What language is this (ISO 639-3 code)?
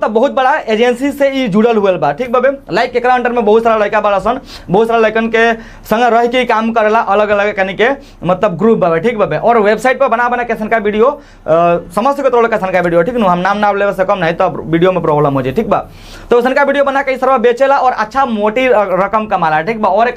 bho